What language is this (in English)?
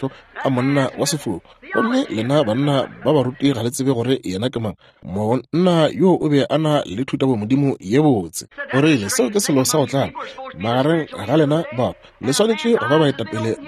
Northern Sotho